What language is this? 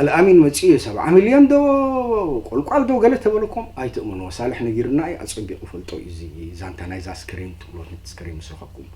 Tigrinya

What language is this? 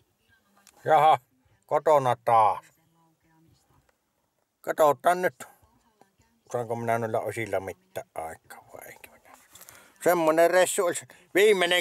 Finnish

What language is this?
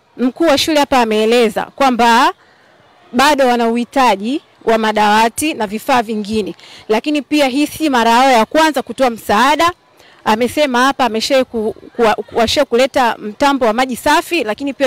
Swahili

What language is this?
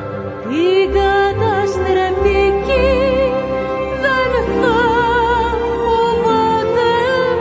Greek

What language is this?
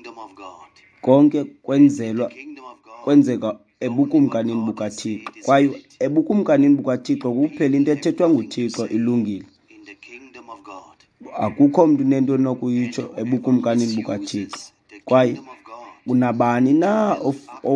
Xhosa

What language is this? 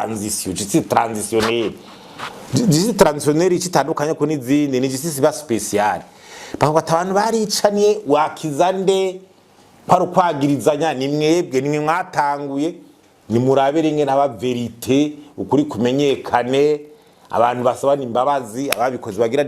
Rundi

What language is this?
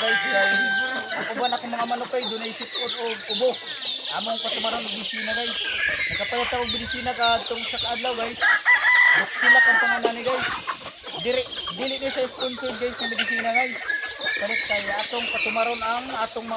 Cebuano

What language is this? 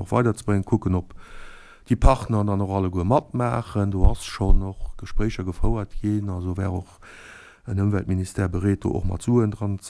Luxembourgish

